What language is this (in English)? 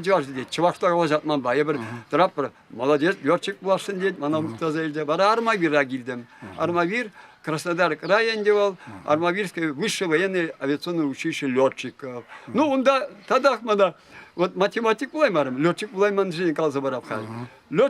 Chuvash